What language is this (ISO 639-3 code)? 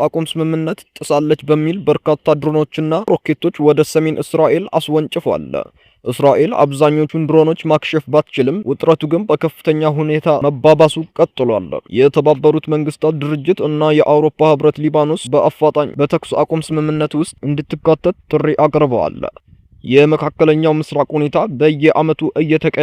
amh